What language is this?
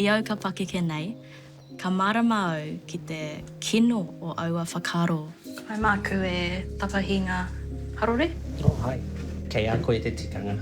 Māori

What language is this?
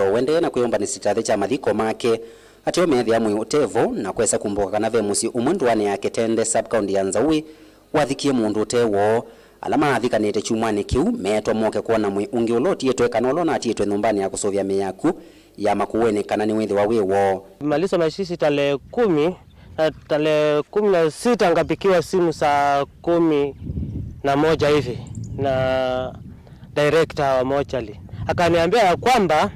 Kamba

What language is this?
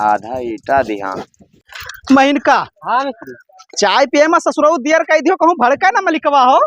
Awadhi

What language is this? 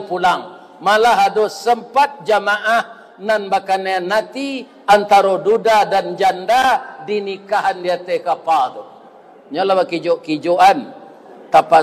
Minangkabau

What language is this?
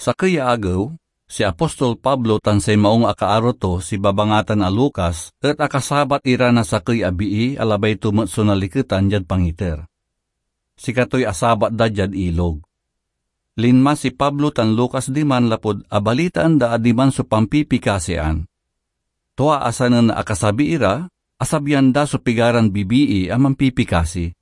Pangasinan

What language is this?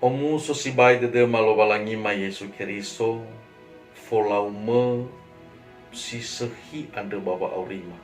Nias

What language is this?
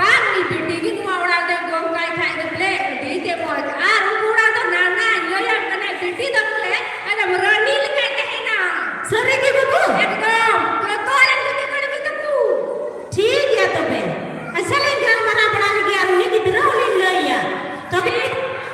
Santali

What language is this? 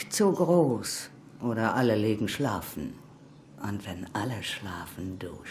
Swiss German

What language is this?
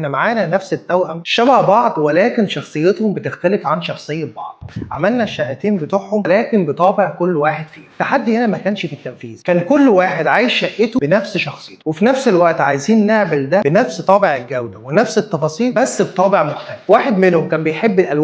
Egyptian Arabic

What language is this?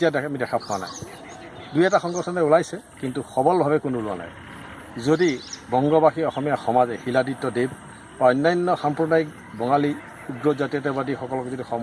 Assamese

